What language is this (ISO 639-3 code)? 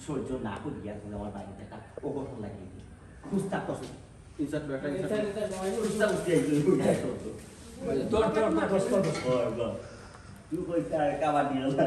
syl